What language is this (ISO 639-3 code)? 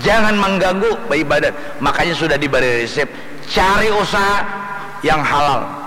bjn